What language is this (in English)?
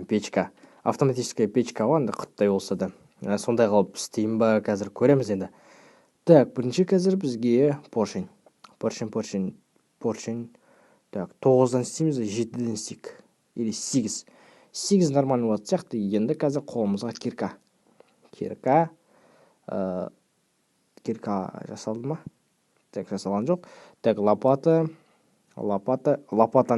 Kazakh